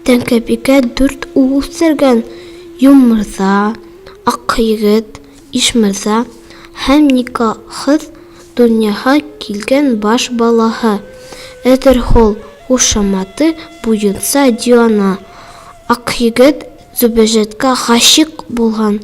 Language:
Bashkir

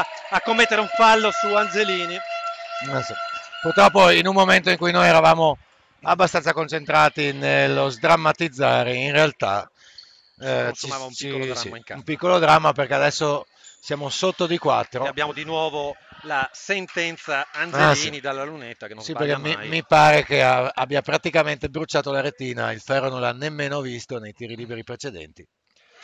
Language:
Italian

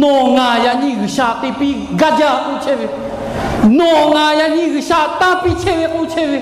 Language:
Lahu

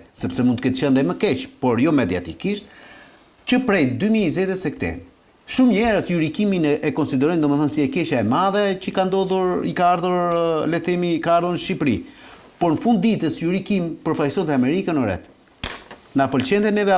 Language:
Albanian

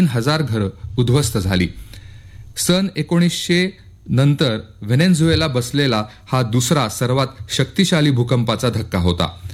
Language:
Marathi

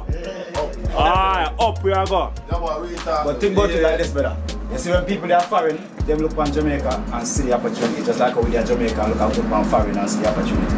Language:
Jamaican Creole English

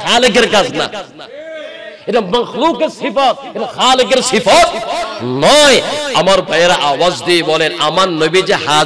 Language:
Bangla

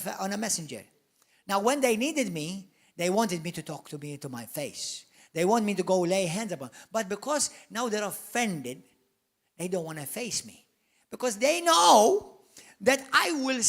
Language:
English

